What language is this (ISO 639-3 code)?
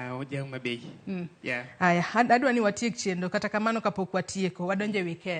luo